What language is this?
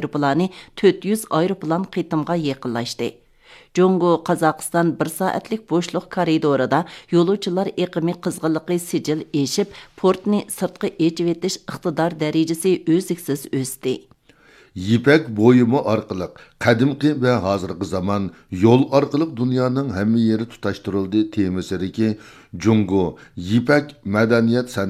Uyghur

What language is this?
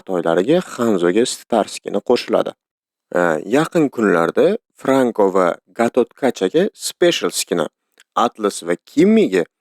Uzbek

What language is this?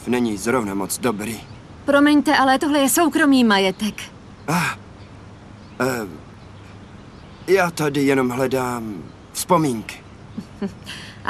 Czech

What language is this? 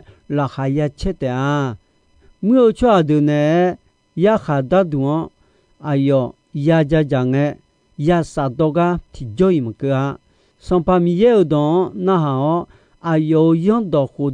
Akha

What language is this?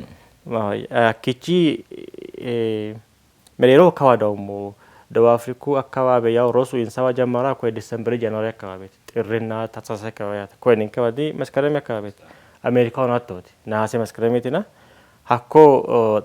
Sidamo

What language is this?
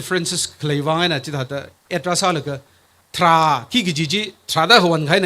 Tangkhul Naga (India)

